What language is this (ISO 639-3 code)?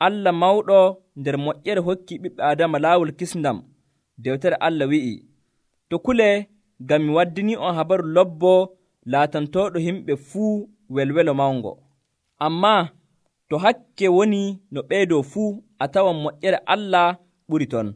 fuv